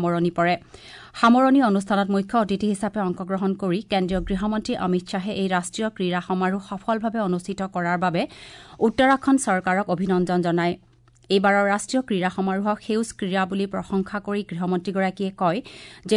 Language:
Assamese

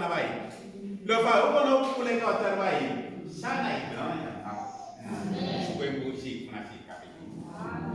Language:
Tsonga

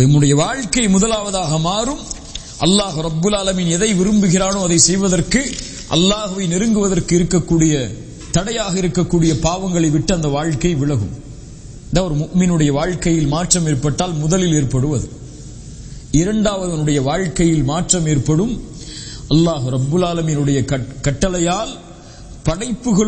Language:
Tamil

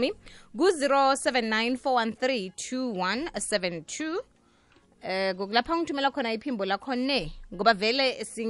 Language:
South Ndebele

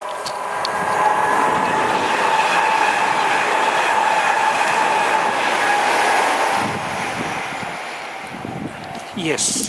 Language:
Tok Pisin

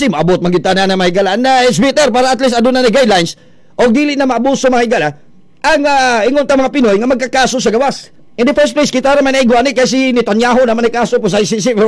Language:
Cebuano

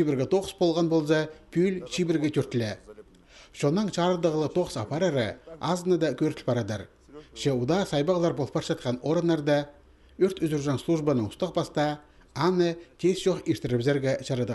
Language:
Khakas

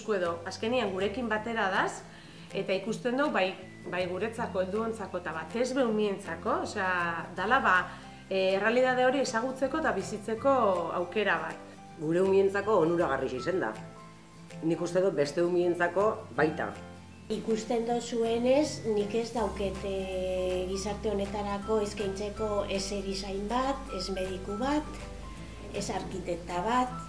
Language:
Basque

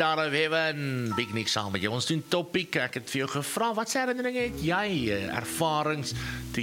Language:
Afrikaans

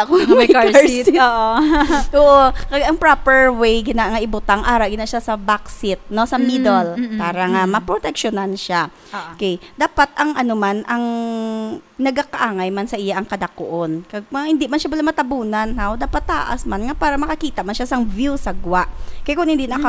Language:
Hiligaynon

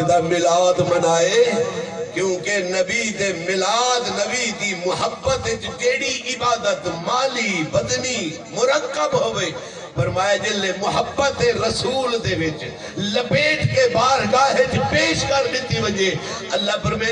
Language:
Saraiki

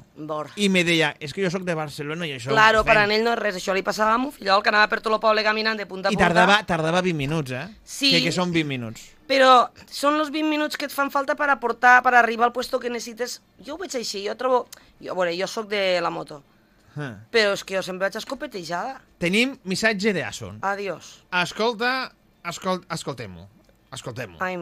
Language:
Catalan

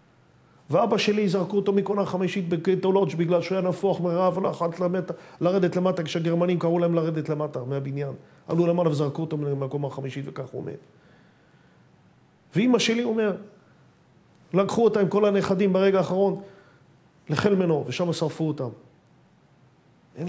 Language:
Hebrew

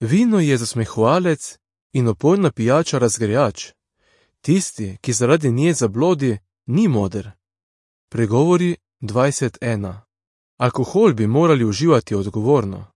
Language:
Slovenian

